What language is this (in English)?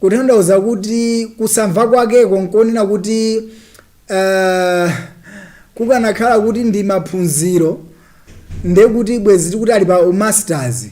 Nyanja